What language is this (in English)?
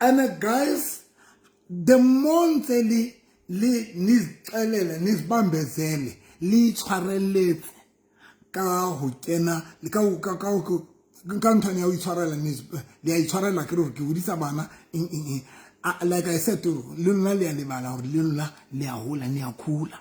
Southern Sotho